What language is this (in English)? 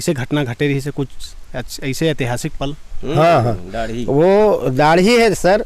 Chhattisgarhi